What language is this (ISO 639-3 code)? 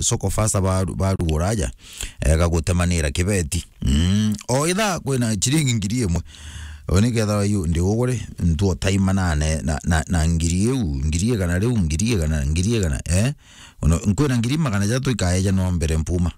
mer